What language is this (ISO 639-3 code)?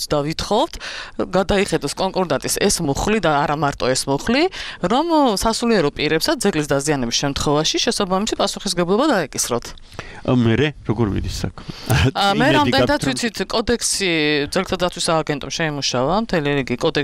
kat